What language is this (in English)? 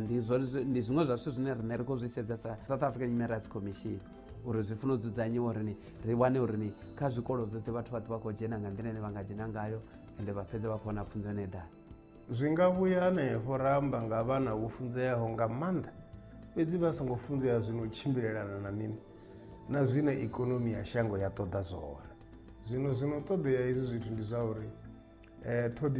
Venda